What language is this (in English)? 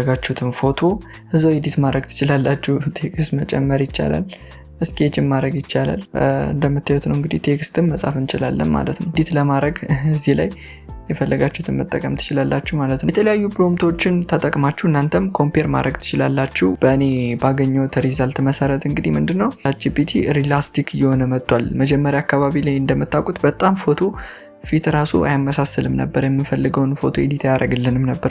Amharic